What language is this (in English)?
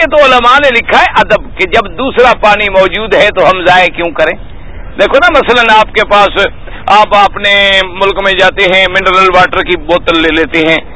Urdu